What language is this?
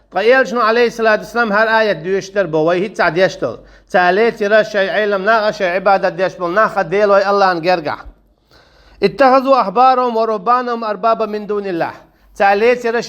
Chechen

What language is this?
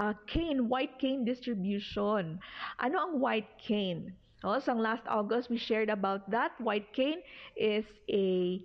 Hiligaynon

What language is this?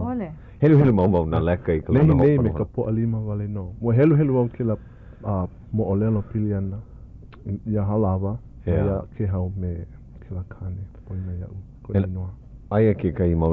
Hawaiian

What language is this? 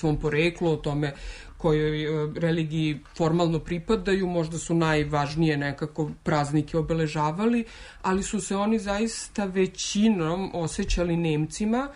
Serbian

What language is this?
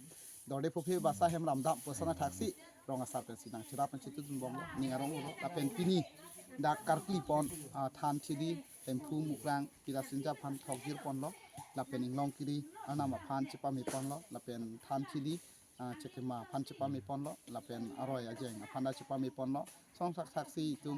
Karbi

